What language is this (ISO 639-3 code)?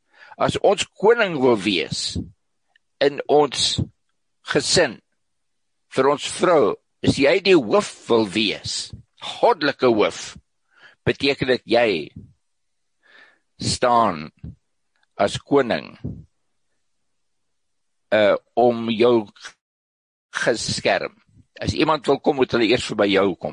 afr